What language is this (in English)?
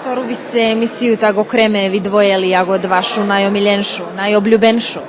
Rusyn